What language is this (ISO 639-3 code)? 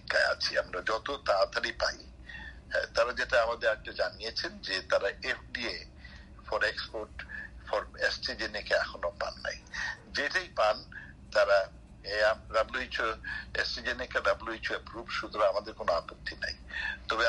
ben